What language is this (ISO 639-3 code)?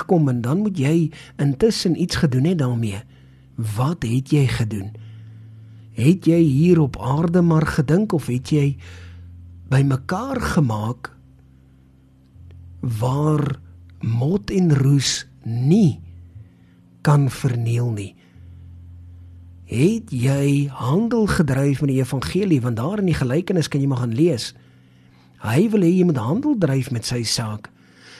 afr